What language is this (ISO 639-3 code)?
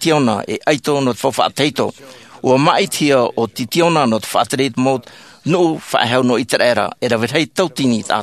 tah